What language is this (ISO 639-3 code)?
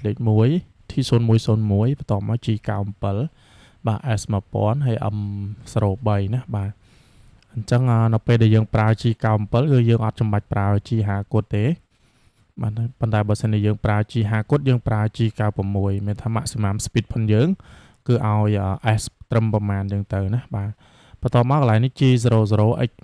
khm